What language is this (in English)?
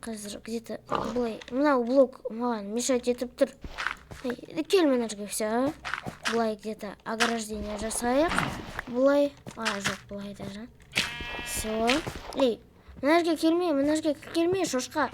Kazakh